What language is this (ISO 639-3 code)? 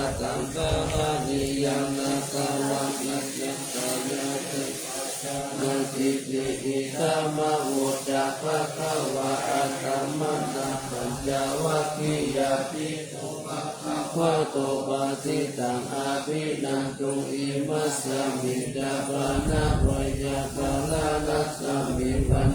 pli